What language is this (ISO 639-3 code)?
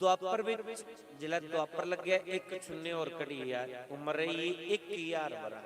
doi